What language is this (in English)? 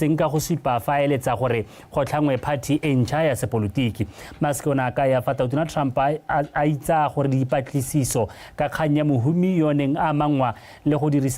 Tswana